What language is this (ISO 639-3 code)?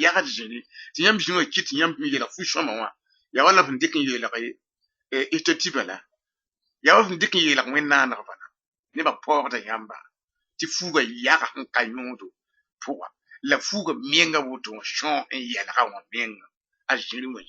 mos